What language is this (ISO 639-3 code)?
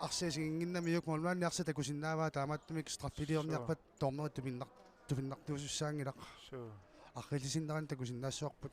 kal